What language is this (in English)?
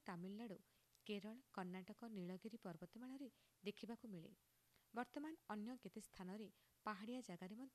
Odia